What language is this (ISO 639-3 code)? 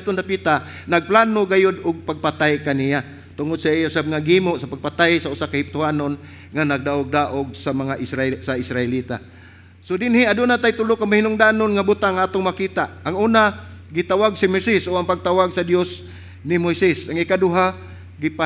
ceb